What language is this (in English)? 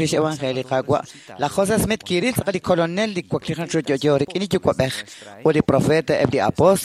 Kekchí